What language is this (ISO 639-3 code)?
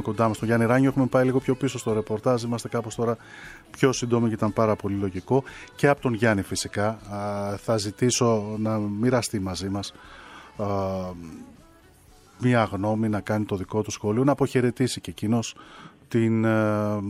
ell